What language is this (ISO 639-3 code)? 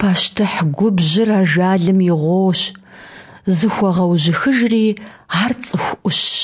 kbd